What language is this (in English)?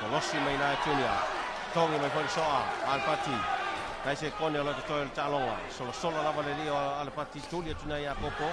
Samoan